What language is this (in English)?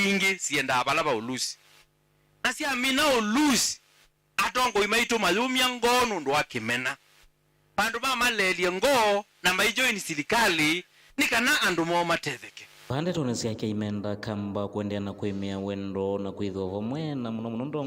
Kamba